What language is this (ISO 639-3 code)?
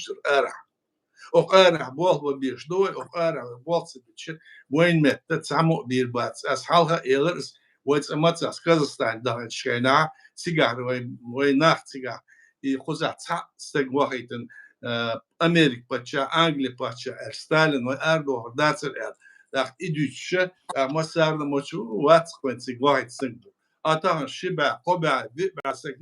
che